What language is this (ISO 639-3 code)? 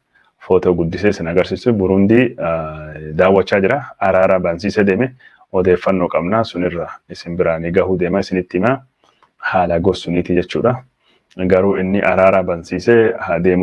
orm